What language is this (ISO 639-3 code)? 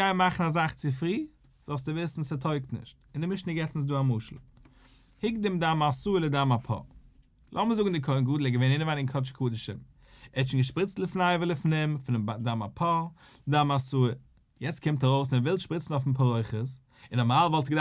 yid